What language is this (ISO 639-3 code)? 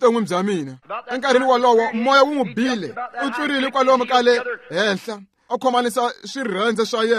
tso